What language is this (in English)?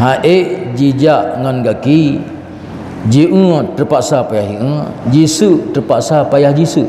Achinese